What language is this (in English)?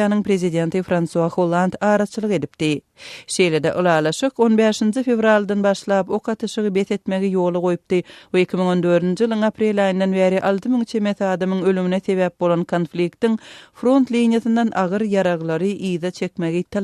Turkmen